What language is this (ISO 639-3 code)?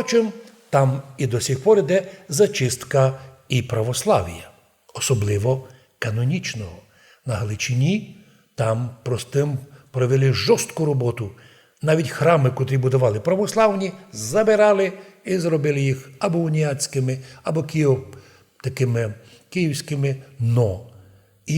rue